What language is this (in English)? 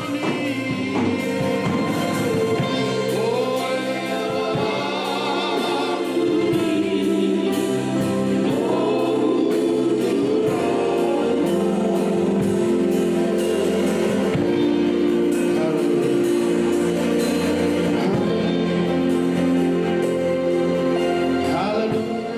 Fijian